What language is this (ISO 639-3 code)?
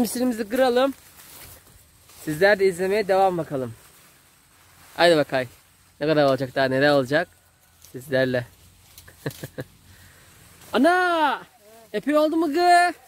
tur